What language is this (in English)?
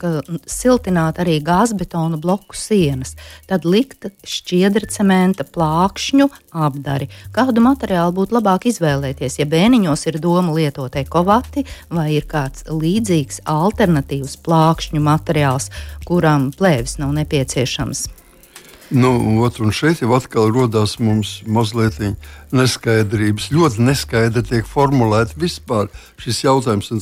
Latvian